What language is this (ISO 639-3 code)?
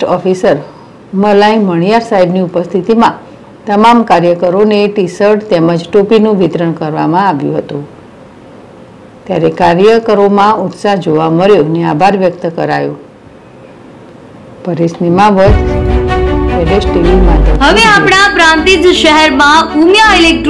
guj